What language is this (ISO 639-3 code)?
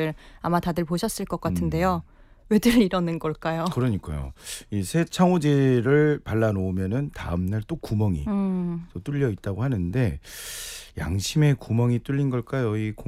kor